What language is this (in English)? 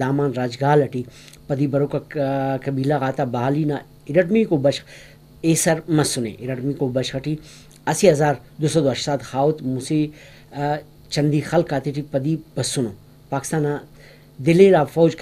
Brahui